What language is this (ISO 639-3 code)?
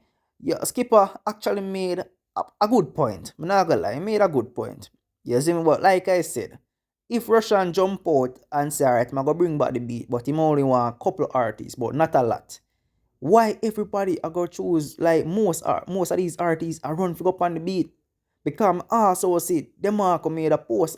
jam